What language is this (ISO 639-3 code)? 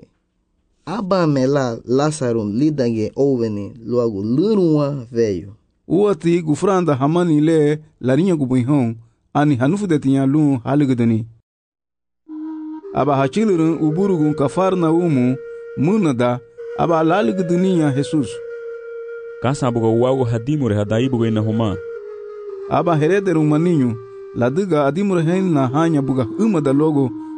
cab